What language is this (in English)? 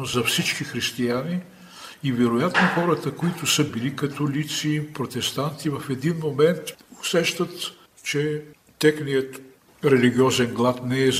Bulgarian